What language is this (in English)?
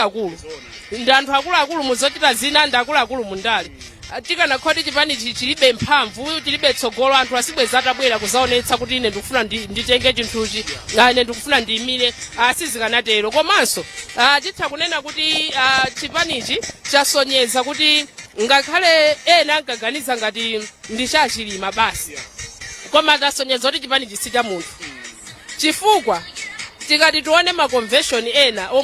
Nyanja